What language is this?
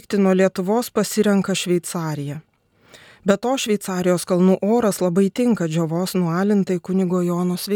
Lithuanian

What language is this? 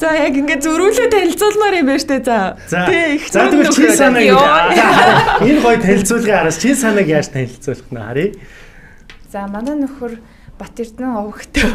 Mongolian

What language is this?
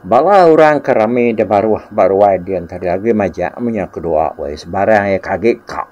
Iban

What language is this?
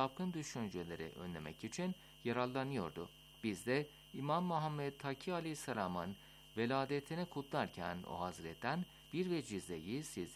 Turkish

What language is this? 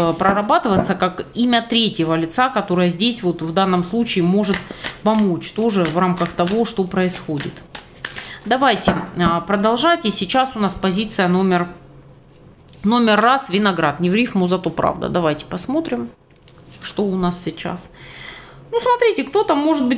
Russian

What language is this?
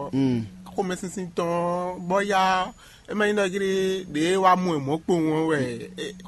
Fon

